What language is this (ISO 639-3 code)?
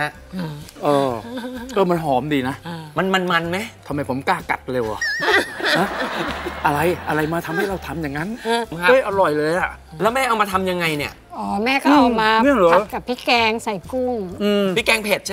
tha